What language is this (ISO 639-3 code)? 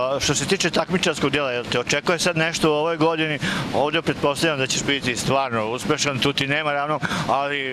srp